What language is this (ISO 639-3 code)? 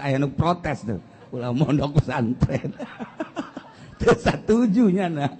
sun